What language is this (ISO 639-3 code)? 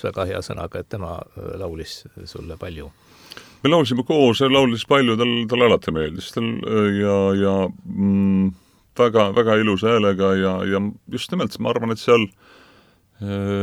est